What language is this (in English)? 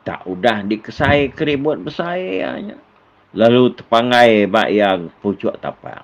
Iban